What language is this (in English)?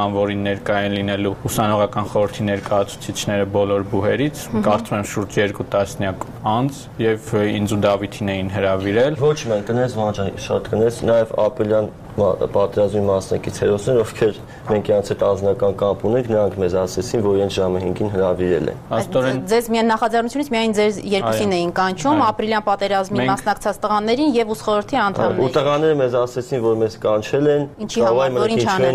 Armenian